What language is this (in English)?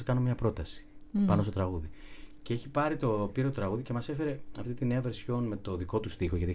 Greek